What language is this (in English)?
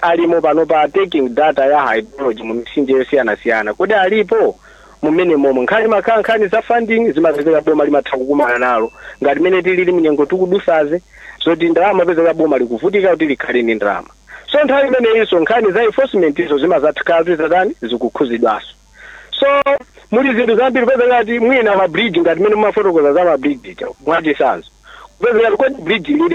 Nyanja